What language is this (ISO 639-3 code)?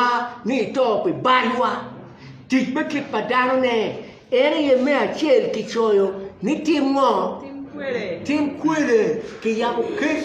ach